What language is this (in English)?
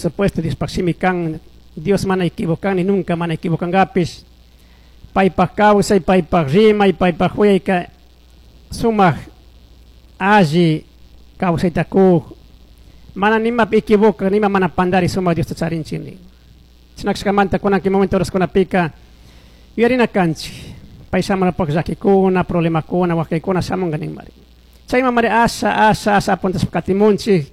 Chimborazo Highland Quichua